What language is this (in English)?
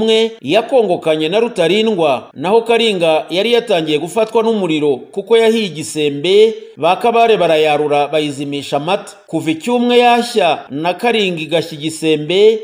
Kinyarwanda